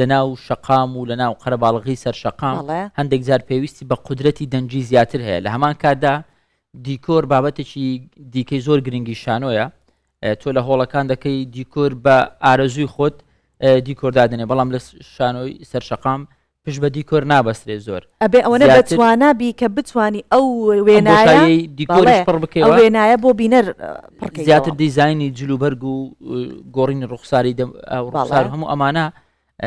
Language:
Central Kurdish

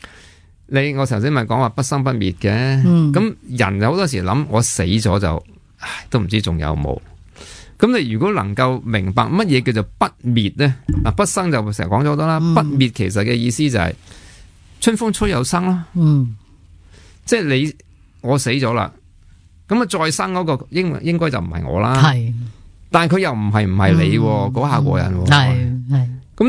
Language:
Cantonese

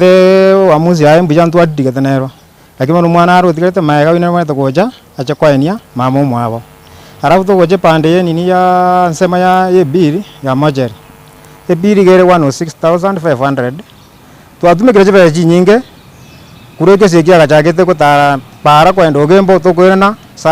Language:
Gusii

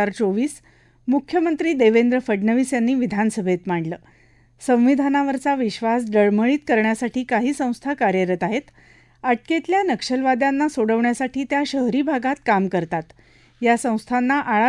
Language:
Marathi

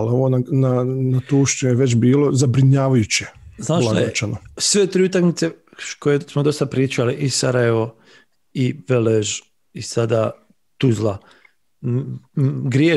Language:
Bosnian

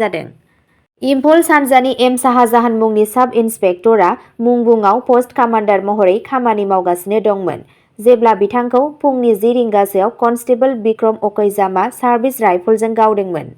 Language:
Bodo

